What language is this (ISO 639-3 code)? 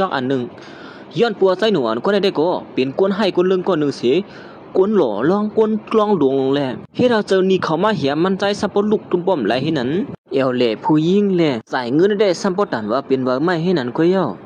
shn